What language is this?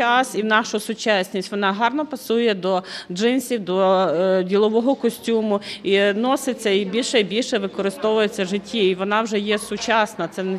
Ukrainian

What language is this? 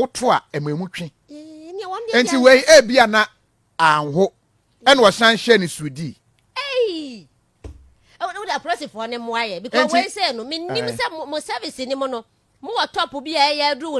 Akan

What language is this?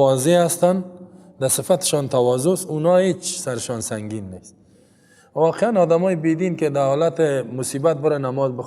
Persian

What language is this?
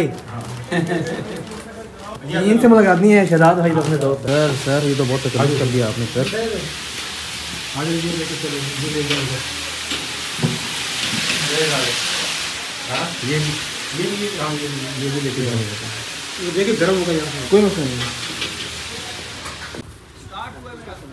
Hindi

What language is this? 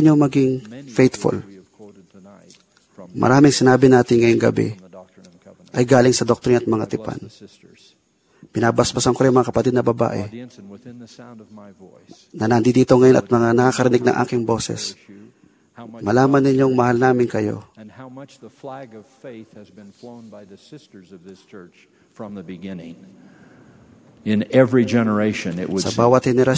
Filipino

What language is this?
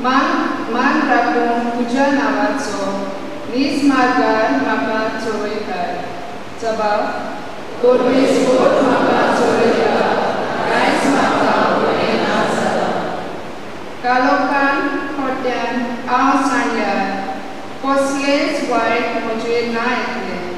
Konkani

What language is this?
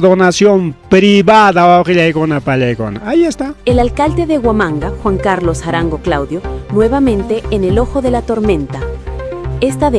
Ayacucho Quechua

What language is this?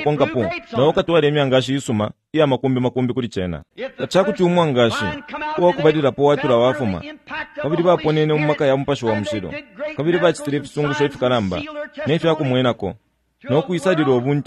Bemba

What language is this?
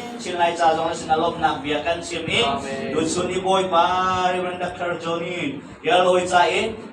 Hakha Chin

